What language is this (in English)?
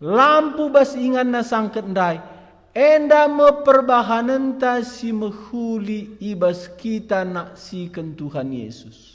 Batak Karo